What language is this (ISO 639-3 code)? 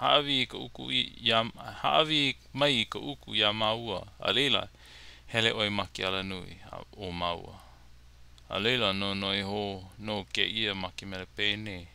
haw